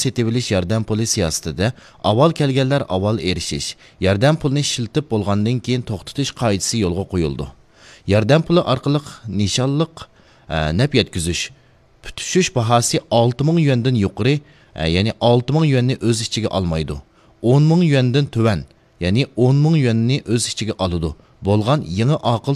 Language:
Uyghur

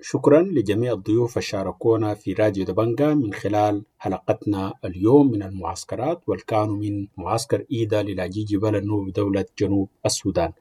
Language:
Sudanese Arabic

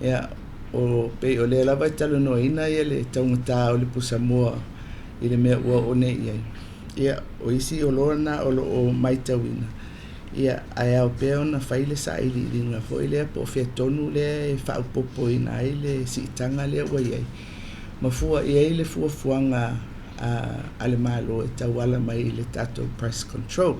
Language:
Samoan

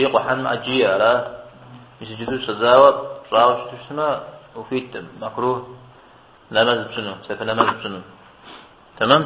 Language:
Kabardian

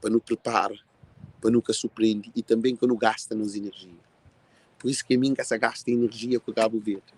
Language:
Kabuverdianu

